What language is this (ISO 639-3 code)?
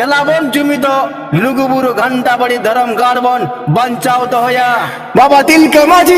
sat